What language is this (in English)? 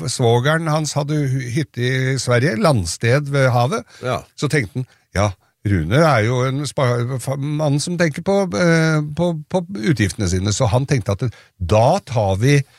Norwegian